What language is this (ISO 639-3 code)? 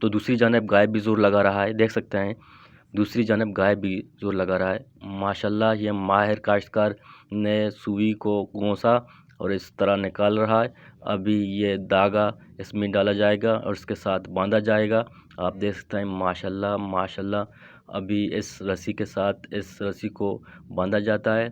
bgp